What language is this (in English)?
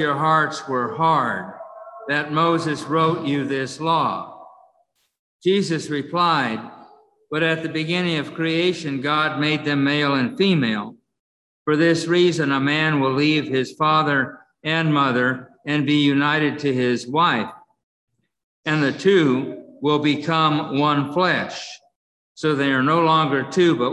English